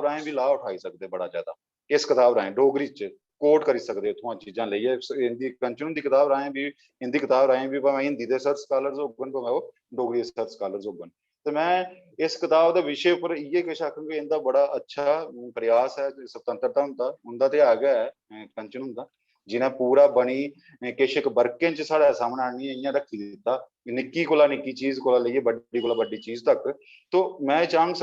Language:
Dogri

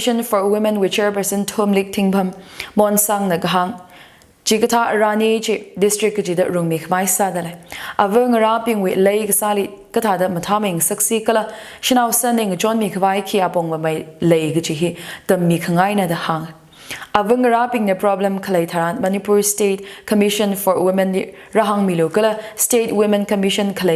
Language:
Tangkhul Naga (India)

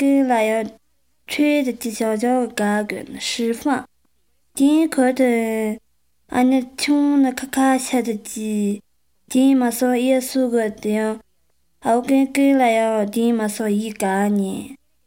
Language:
Chinese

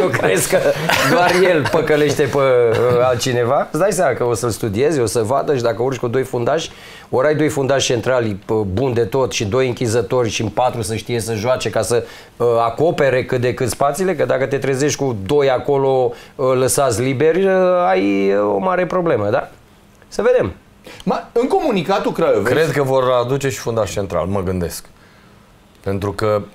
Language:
Romanian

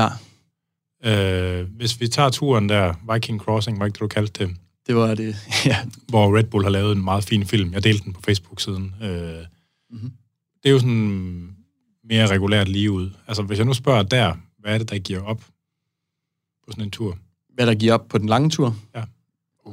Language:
Danish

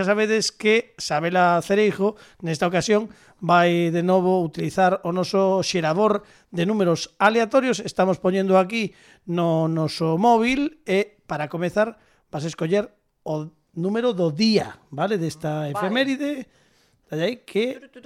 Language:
Galician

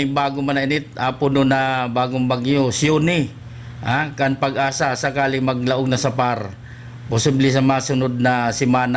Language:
Bikol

